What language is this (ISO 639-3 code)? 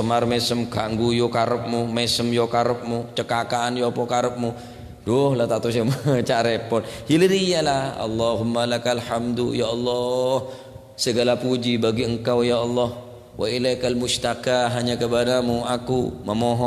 mad